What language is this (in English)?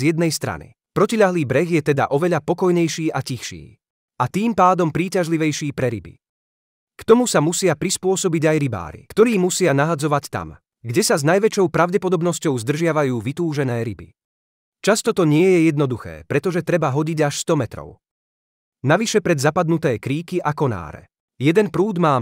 Slovak